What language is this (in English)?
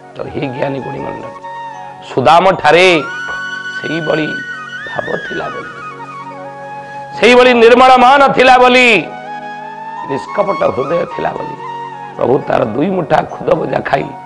Odia